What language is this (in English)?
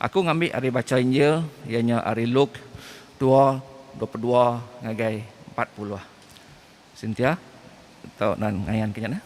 Iban